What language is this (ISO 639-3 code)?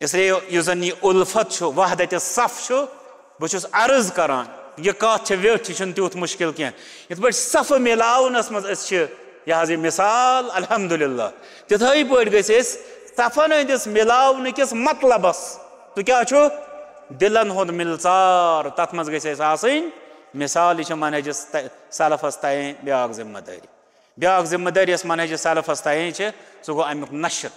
kas